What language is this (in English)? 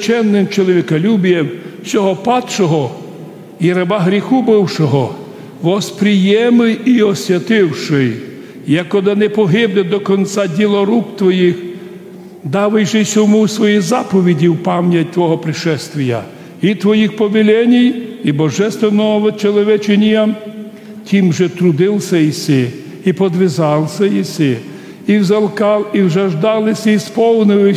Rusyn